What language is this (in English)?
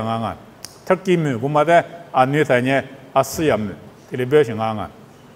Lisu